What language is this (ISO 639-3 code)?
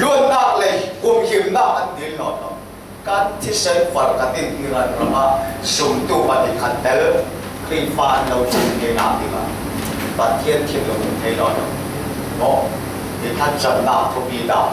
cfm